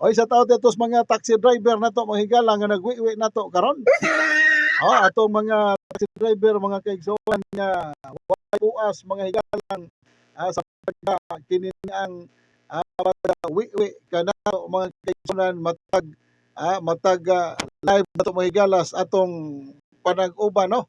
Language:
Cebuano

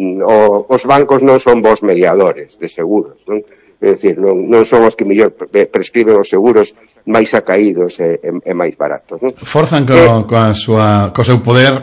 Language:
Galician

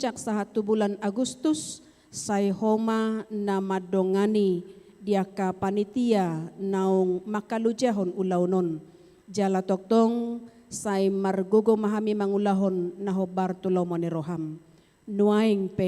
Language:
Batak Toba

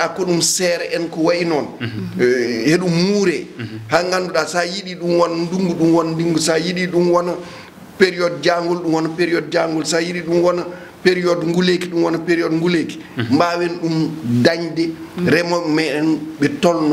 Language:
Fula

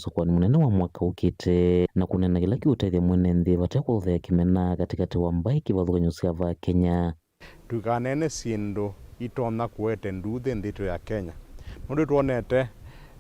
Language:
Kamba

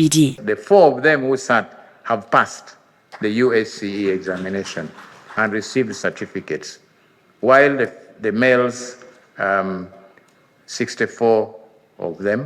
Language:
Ganda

